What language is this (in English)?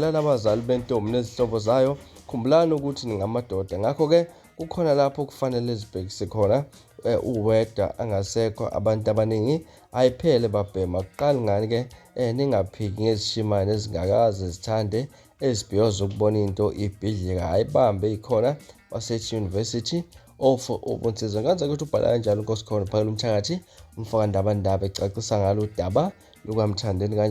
Zulu